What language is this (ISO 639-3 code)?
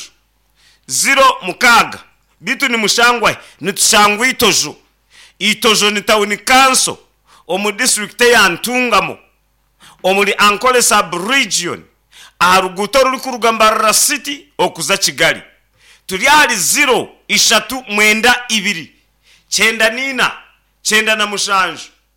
nyn